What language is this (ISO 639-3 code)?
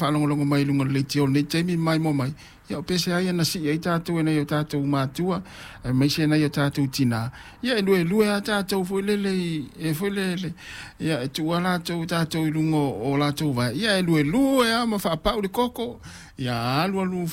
smo